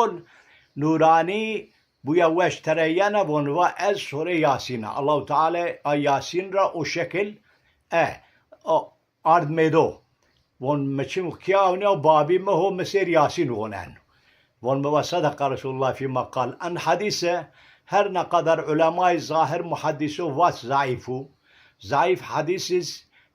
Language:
Zaza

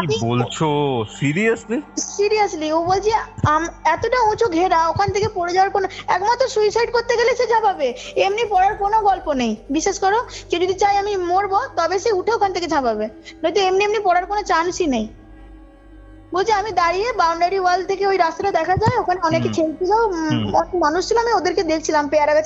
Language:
Bangla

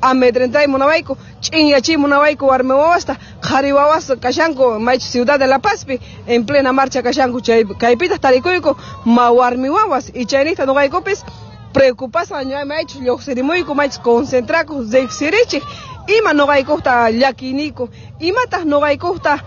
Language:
Quechua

